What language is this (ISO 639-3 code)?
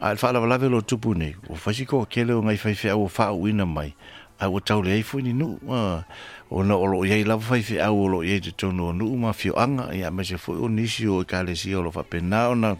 smo